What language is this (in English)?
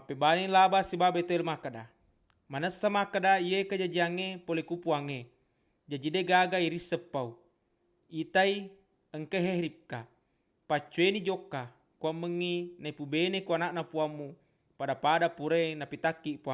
Buginese